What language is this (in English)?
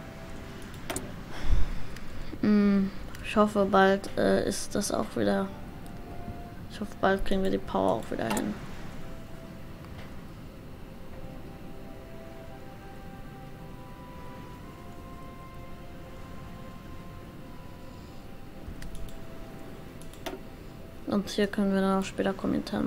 German